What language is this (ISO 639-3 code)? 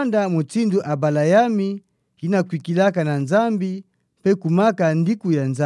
ktu